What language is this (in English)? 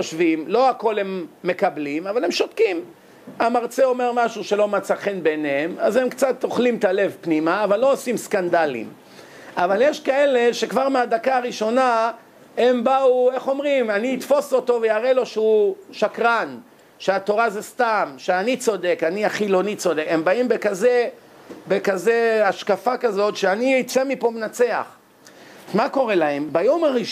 Hebrew